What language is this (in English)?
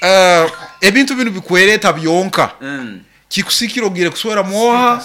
Nyoro